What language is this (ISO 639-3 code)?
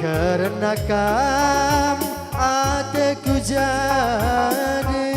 btx